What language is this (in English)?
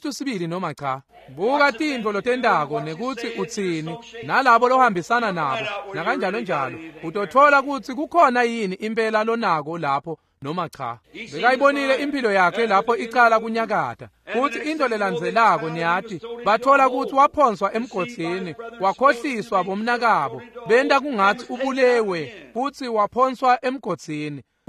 Swati